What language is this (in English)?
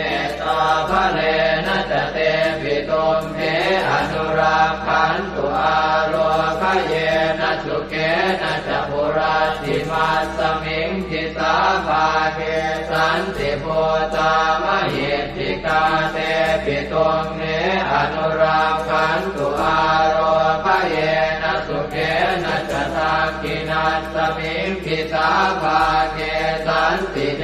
Pali